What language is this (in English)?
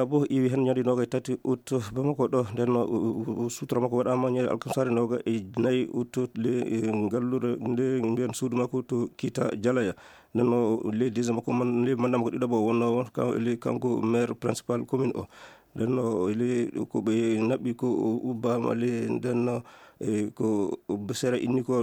Fula